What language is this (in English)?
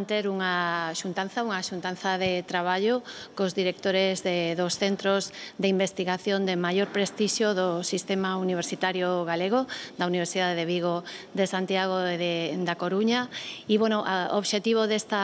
Galician